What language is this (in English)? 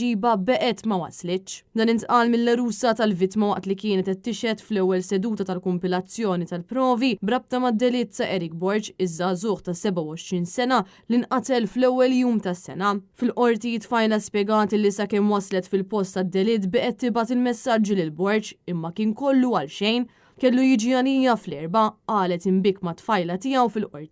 Maltese